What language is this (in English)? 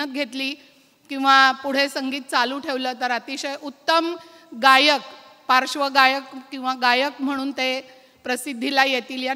Marathi